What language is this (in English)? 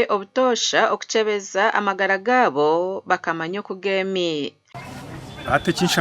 Nyankole